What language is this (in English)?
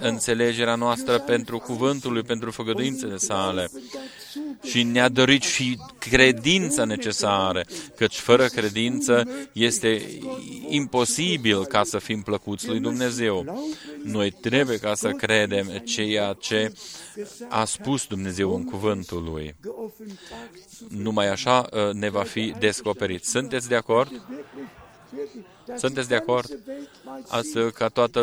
Romanian